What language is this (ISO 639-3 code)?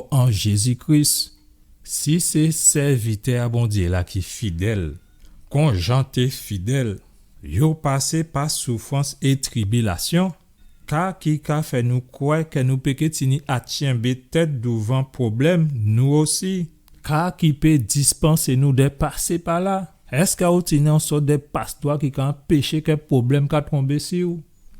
gcf